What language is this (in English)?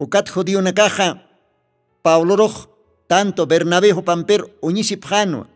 Aymara